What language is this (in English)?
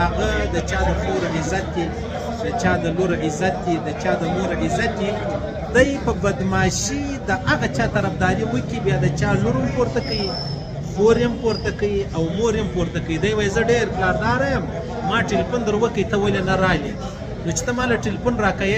Pashto